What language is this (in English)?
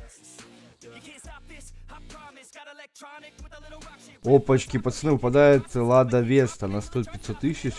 Russian